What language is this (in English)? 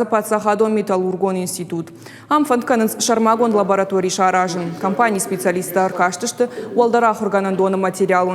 Ossetic